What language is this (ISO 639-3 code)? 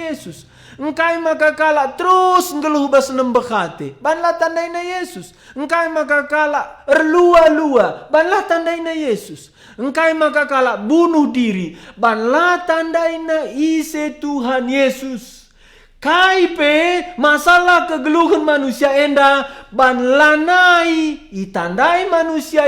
btx